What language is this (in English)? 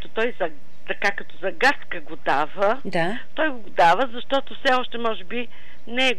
Bulgarian